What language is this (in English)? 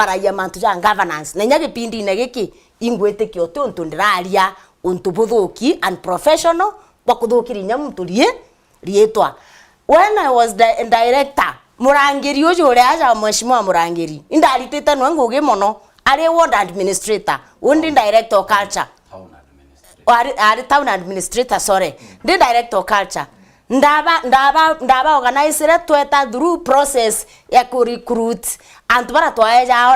Meru